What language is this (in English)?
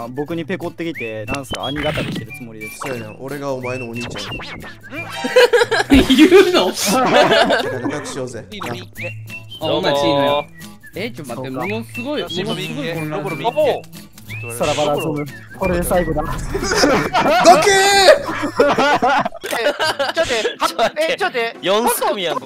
Japanese